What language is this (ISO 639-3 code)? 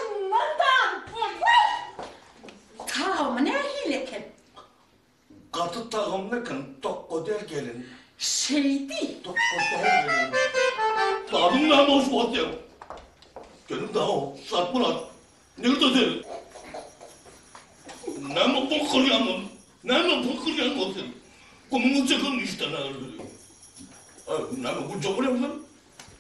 tur